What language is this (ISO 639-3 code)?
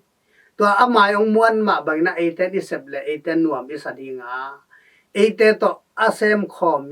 ctd